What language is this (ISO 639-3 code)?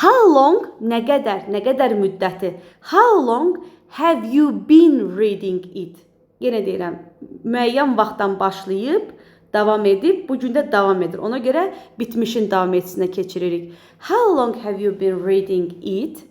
aze